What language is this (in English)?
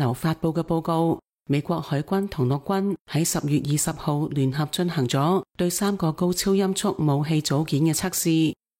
Cantonese